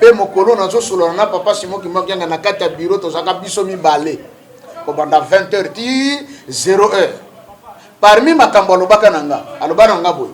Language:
Lingala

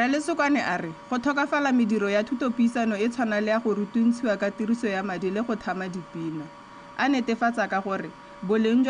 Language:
Tswana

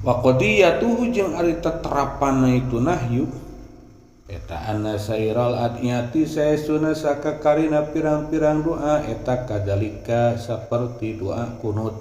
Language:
Sundanese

